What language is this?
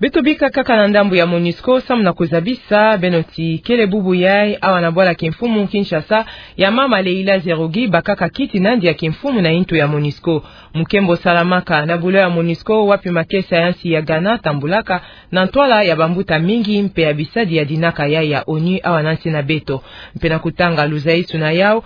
Kituba (Democratic Republic of Congo)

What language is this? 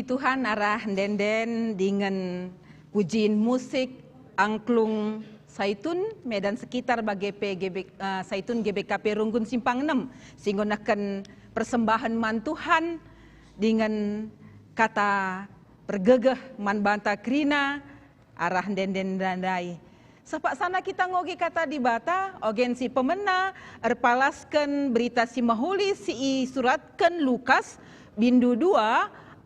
Batak Karo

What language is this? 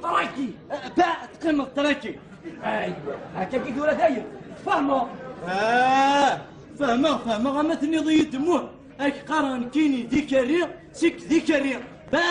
Kabyle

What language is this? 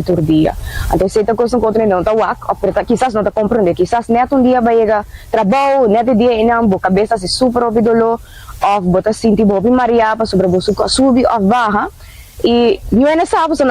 Papiamento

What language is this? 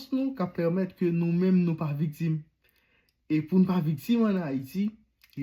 Haitian Creole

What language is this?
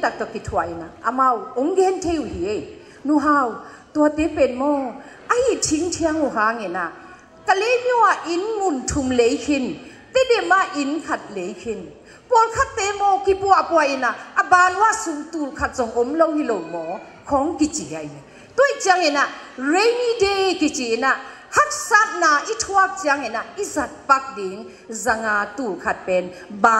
Tedim Chin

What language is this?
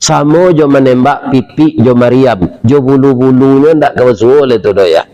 Minangkabau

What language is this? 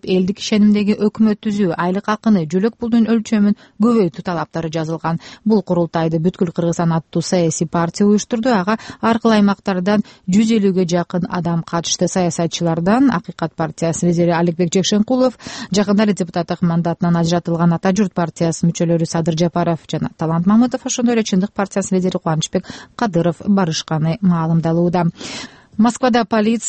Kyrgyz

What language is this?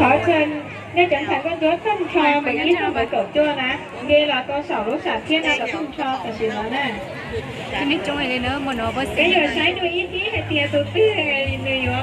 Hmong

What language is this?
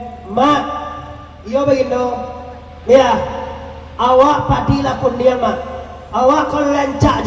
Minangkabau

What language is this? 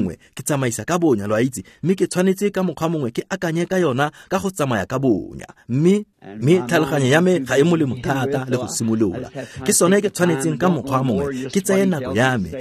Tswana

